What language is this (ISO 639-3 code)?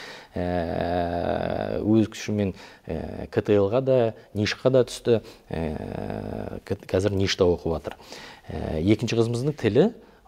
kaz